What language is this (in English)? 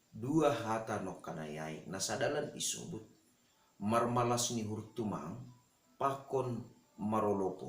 Batak Simalungun